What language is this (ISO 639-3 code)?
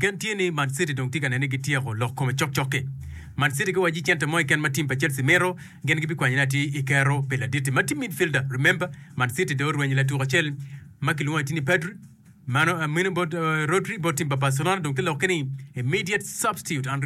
ach